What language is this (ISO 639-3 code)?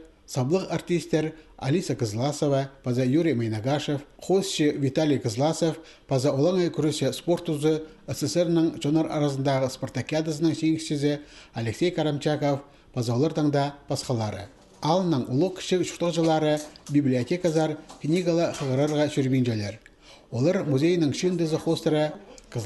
kjh